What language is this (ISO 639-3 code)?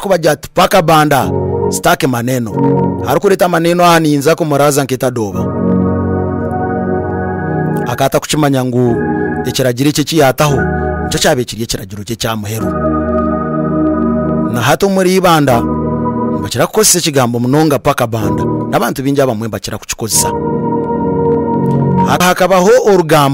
kin